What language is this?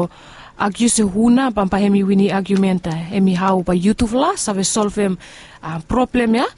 Bislama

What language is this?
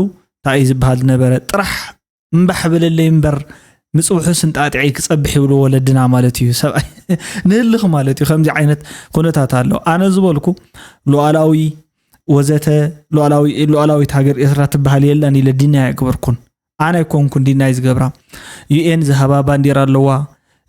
Tigrinya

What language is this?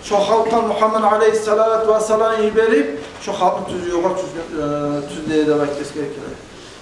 Kumyk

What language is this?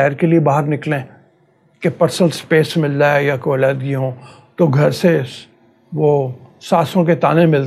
Urdu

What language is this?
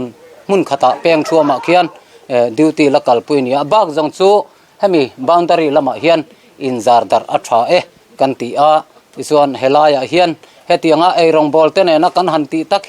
Mizo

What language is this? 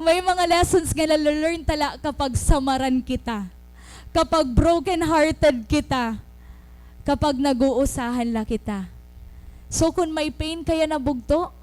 Waray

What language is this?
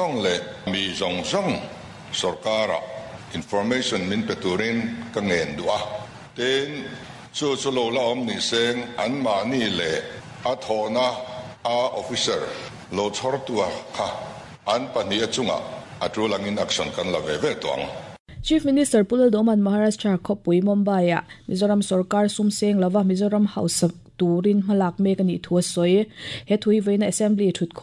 Mizo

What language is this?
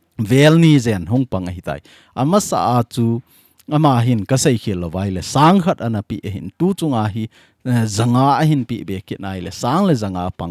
Thado Chin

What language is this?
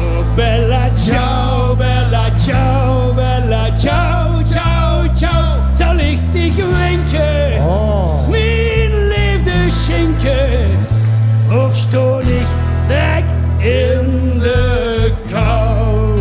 Limburgish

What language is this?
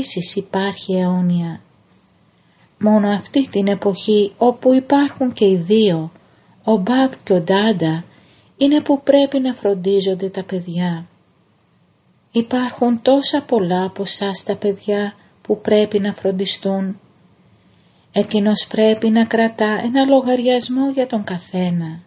Greek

